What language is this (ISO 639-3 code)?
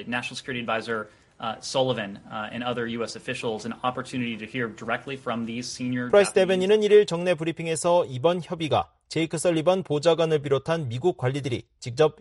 kor